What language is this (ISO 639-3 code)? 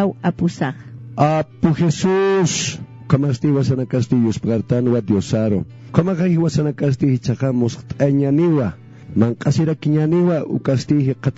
aym